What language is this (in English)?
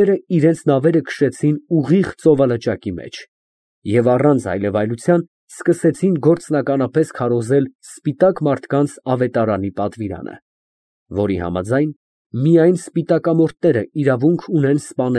Armenian